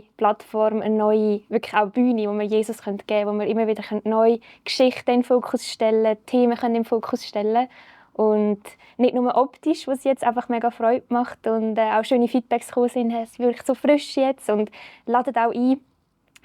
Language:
Swiss German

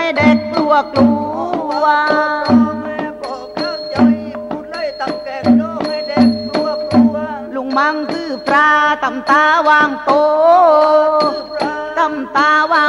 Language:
Thai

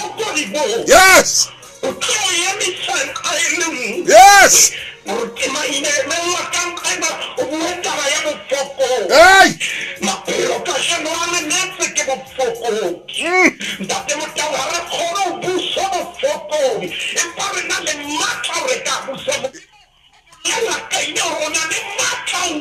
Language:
Southern Sotho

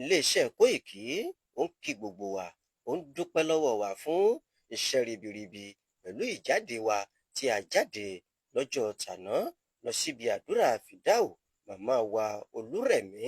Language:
Yoruba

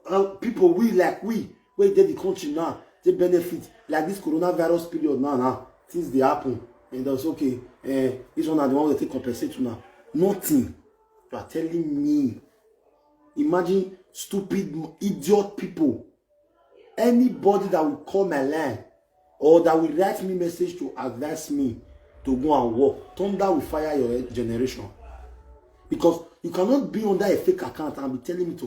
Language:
Nigerian Pidgin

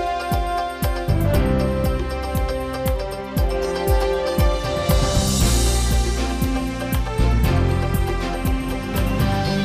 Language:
Udmurt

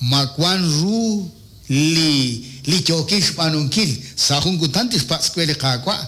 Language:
Kekchí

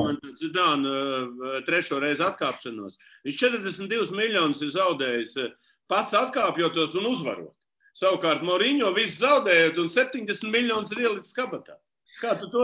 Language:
Latvian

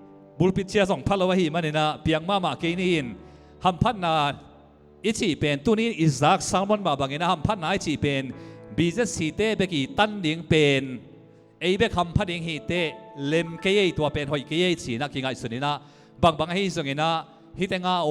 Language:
Tedim Chin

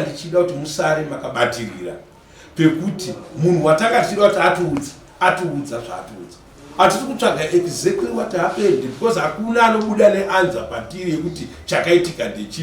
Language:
Shona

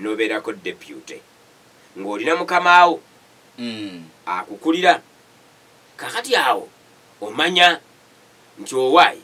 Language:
Ganda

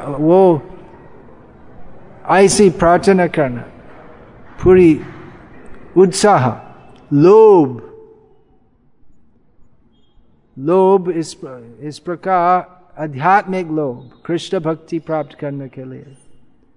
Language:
Hindi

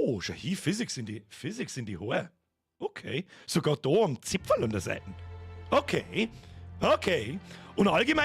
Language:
Bavarian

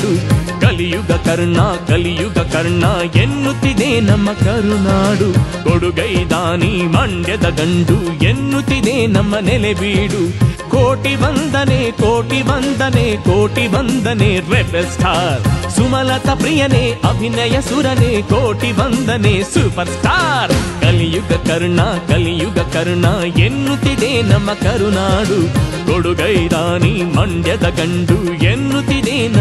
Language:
Kannada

